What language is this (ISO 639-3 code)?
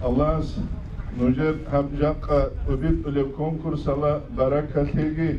ava